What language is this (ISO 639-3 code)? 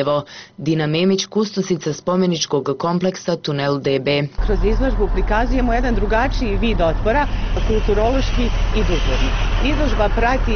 bos